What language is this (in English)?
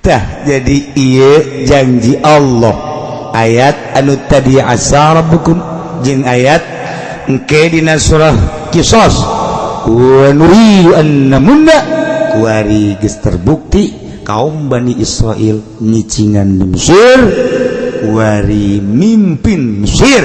Sundanese